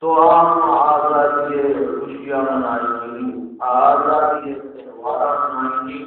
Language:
Baluchi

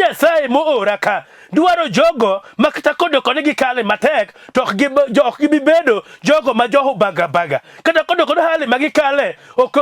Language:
Luo (Kenya and Tanzania)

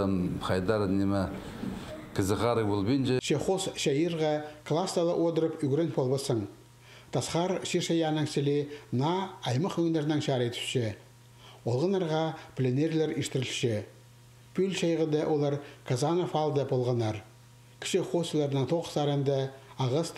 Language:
Khakas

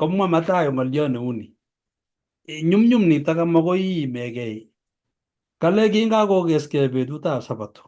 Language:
Kalenjin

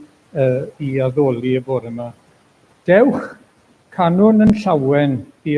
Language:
Welsh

